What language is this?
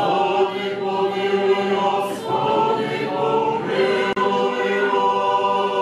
Rusyn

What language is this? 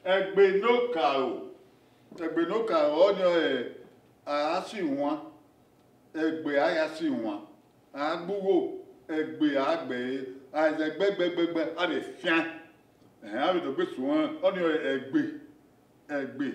Bini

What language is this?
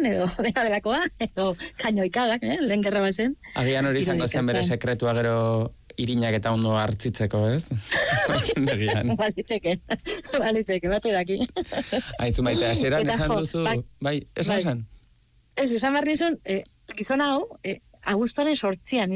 Basque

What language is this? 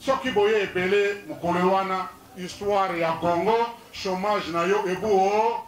Lingala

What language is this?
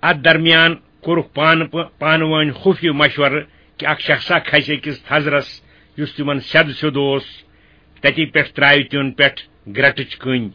Kashmiri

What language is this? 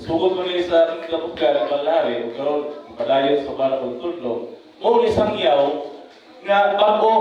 Cebuano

